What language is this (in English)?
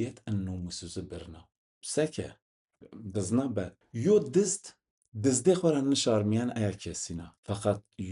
Zaza